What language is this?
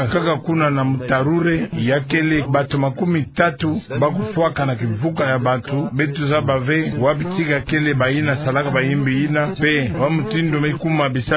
Kituba (Democratic Republic of Congo)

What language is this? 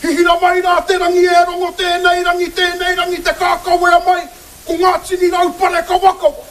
Māori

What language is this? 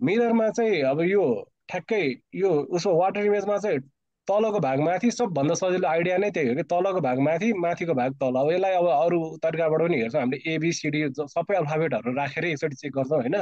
Nepali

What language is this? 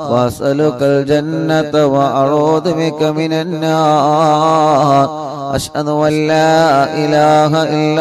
Malayalam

